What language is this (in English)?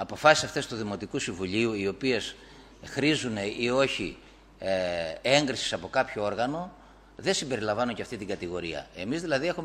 Greek